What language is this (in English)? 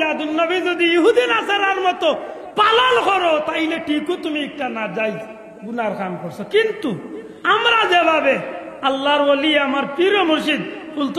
Sylheti